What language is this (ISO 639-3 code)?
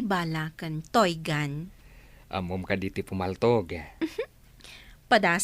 ilo